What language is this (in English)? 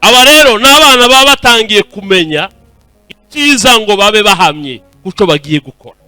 Kinyarwanda